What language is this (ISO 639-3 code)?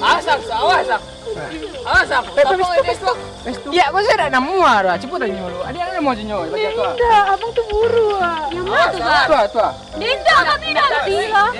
min